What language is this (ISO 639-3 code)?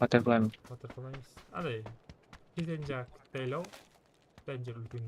kaa